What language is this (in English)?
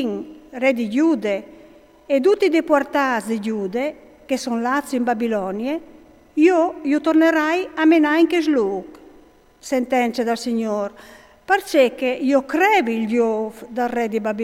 Friulian